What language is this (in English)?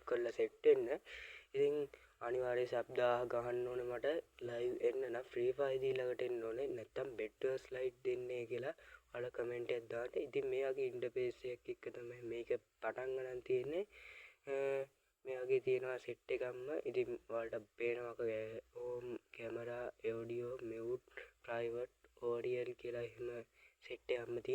Sinhala